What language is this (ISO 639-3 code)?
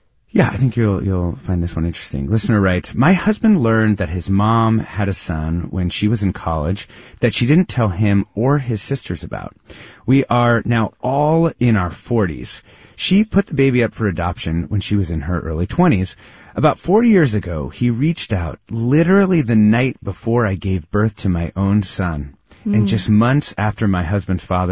eng